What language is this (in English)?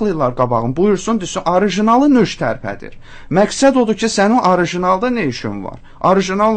Azerbaijani